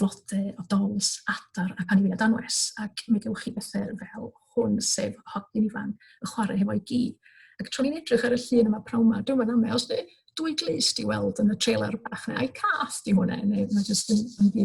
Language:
Welsh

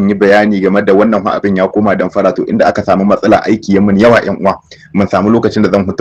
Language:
Hausa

